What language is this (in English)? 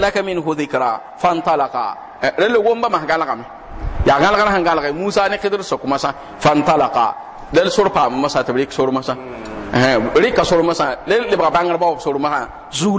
Mossi